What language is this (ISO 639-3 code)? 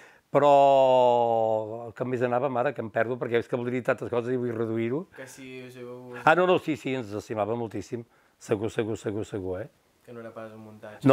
cat